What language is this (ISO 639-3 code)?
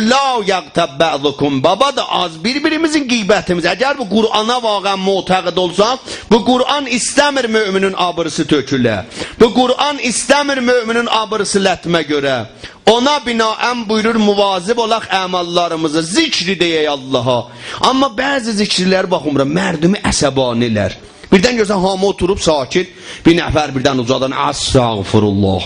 azb